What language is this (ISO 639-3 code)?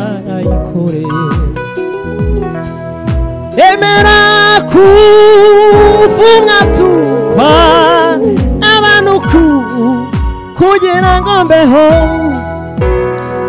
kin